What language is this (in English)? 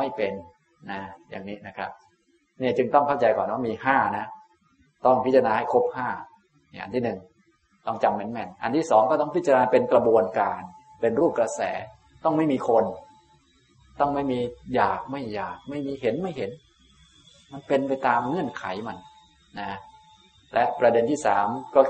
Thai